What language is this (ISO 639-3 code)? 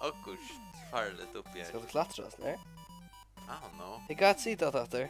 fao